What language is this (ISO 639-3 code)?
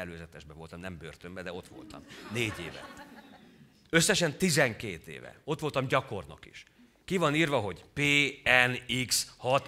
hun